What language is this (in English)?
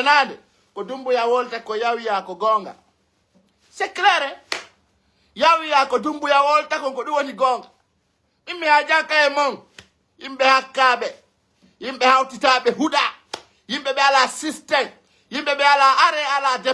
Fula